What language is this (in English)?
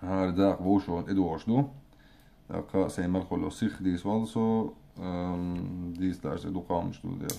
Chechen